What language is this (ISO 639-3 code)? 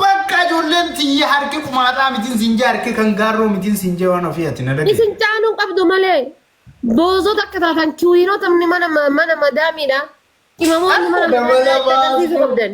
orm